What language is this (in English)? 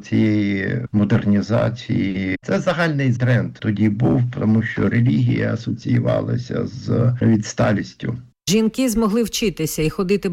Ukrainian